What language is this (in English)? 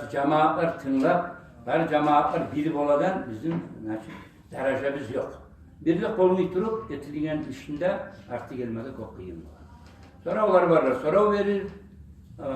Kumyk